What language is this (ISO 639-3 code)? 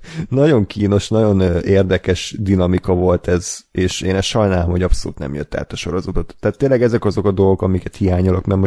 hun